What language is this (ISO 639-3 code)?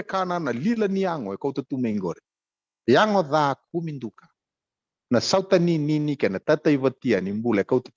fij